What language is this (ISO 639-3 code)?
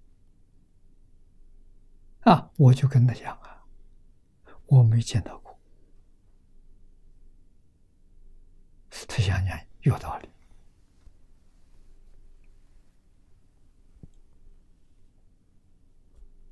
zho